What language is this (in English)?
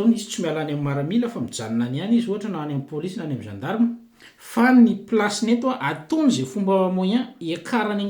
Malagasy